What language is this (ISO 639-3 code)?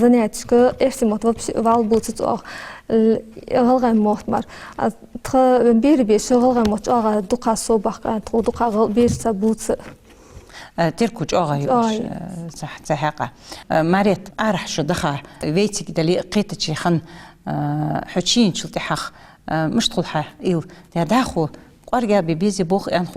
inh